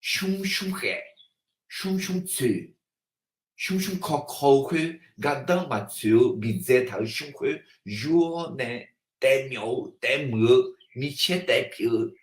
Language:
Akha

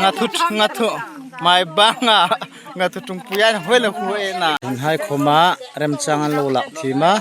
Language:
Hmar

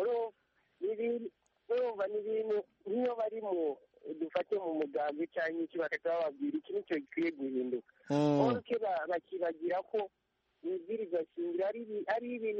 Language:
Kinyarwanda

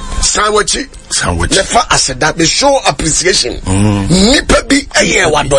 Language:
Akan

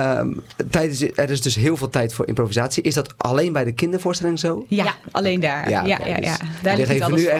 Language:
Dutch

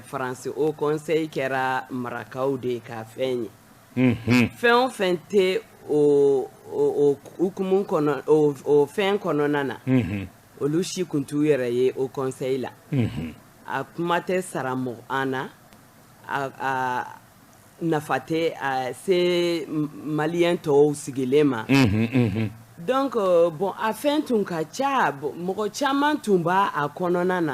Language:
Bambara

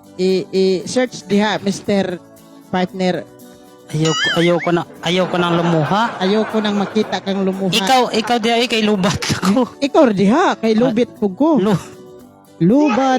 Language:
Cebuano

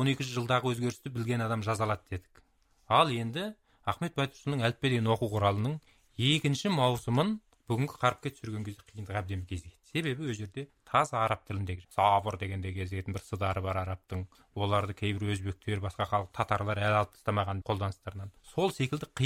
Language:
Kazakh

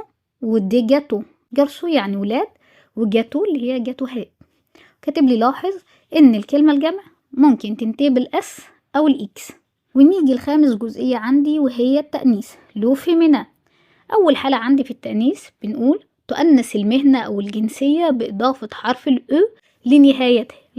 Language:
Egyptian Arabic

